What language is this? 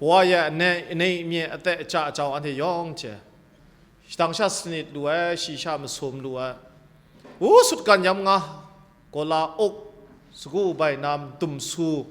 Kachin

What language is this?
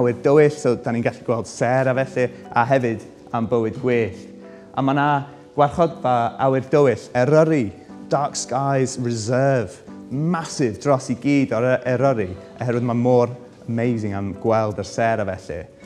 Welsh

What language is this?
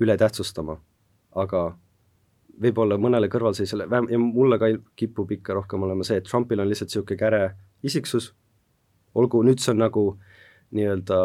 Estonian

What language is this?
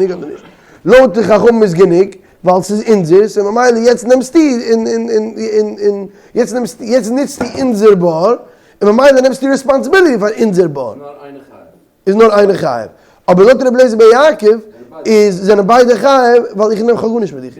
Yiddish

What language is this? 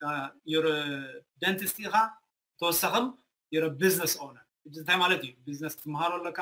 Tigrinya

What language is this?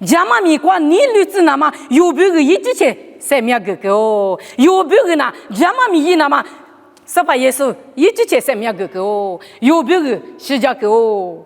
Lisu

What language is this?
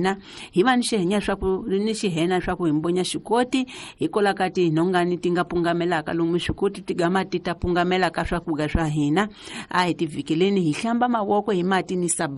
Tsonga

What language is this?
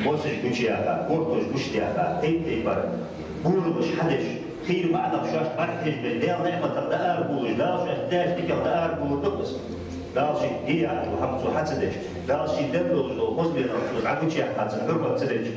Ingush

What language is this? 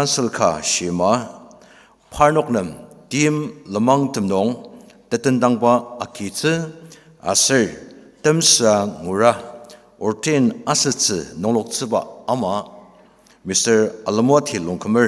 Ao Naga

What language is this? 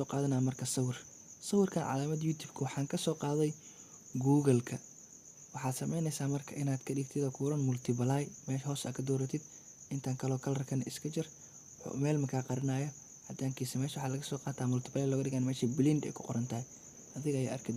Somali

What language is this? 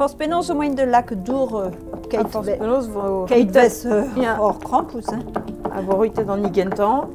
Breton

